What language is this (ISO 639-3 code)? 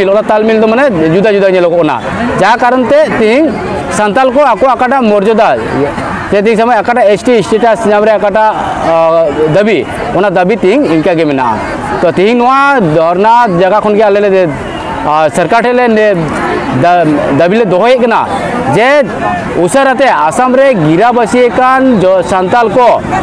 sat